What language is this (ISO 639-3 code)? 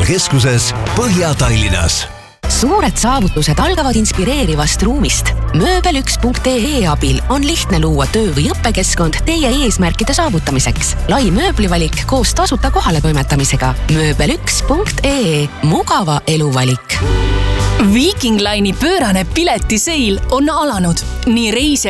est